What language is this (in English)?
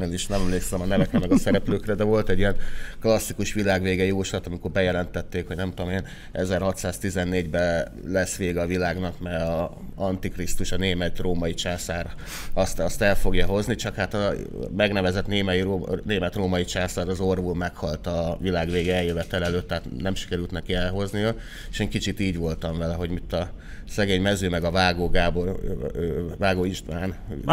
Hungarian